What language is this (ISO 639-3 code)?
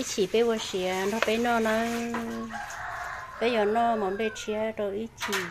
hmn